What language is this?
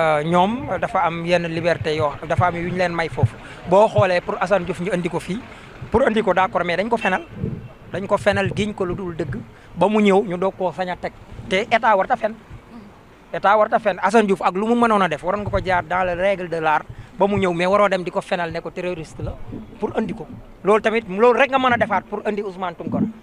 Wolof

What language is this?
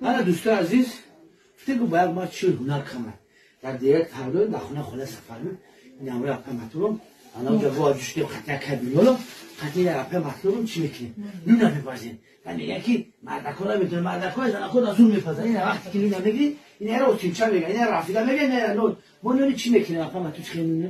Tajik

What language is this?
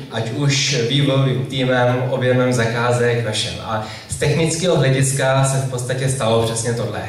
Czech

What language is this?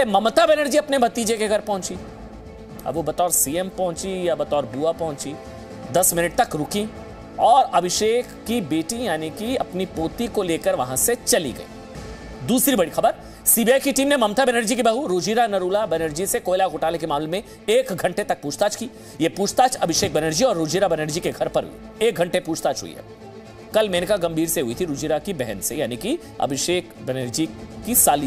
Hindi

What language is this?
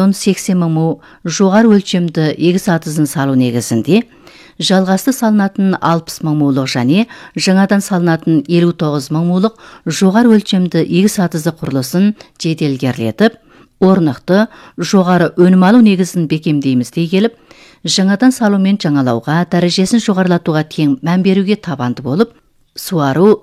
Kazakh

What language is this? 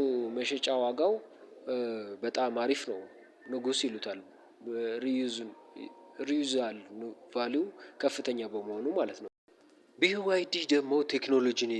Amharic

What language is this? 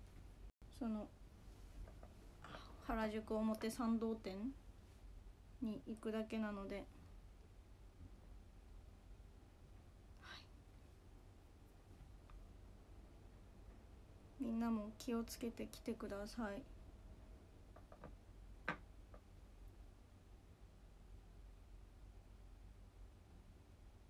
Japanese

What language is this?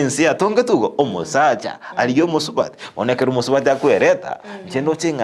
Gusii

